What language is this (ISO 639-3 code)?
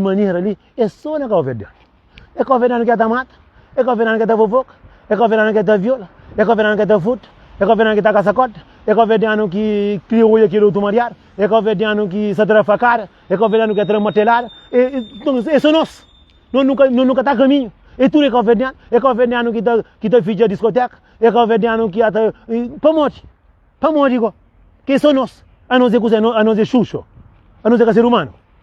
kea